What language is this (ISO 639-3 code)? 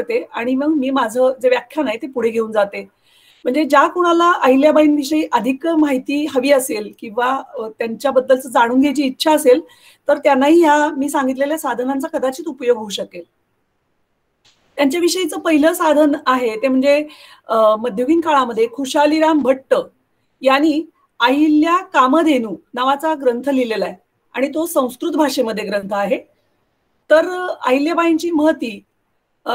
mar